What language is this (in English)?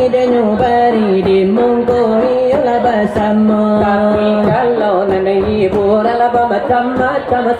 Minangkabau